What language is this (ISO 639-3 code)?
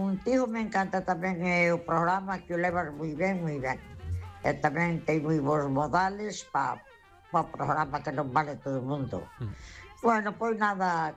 glg